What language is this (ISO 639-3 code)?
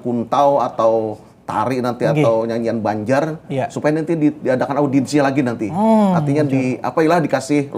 bjn